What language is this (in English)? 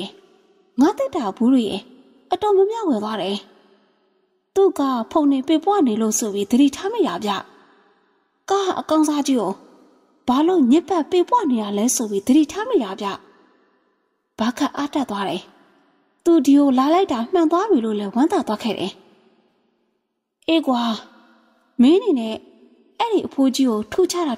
Burmese